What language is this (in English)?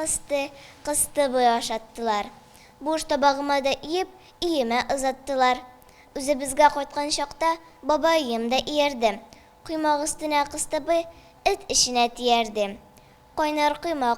Tatar